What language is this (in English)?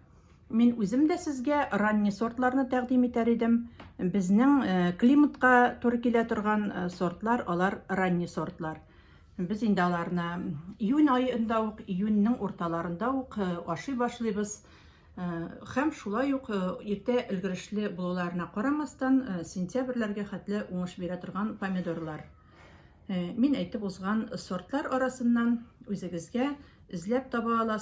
Tatar